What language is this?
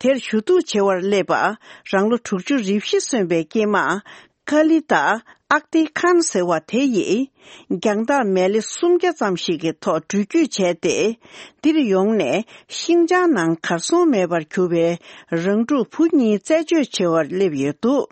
Tibetan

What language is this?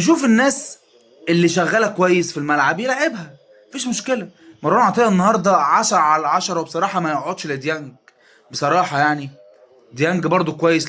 Egyptian Arabic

